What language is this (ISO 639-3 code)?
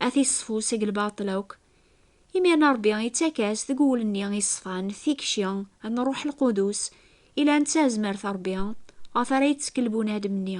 kab